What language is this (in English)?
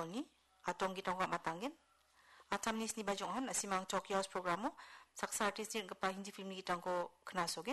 Garo